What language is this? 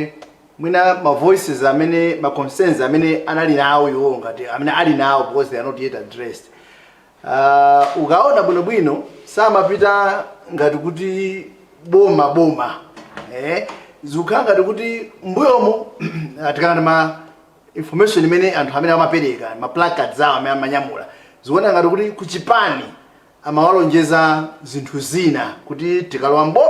Nyanja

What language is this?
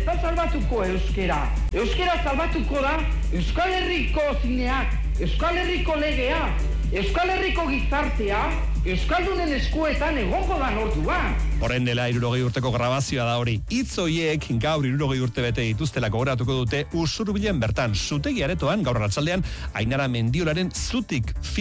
Basque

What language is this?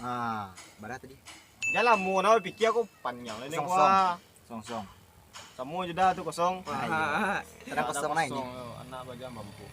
Minangkabau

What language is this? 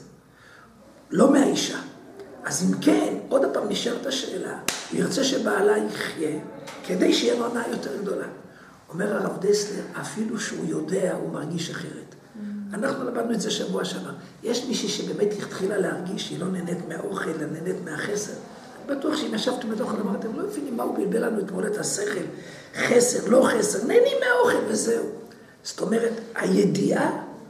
Hebrew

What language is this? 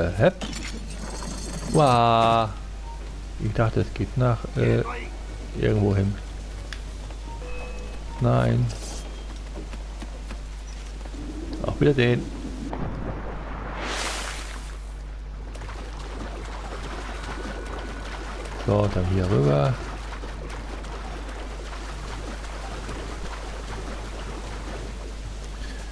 German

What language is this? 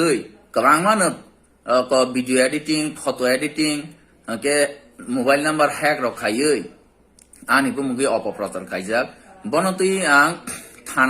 Kok Borok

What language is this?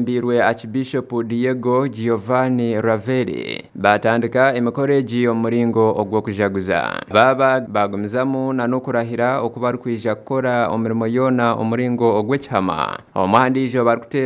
Nyankole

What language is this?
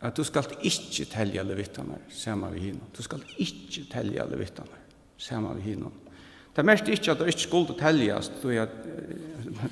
Faroese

